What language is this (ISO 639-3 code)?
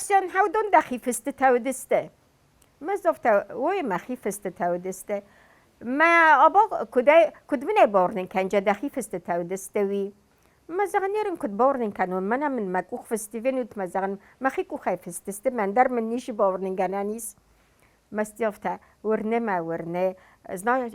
oss